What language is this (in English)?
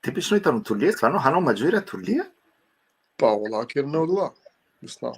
Balkan Romani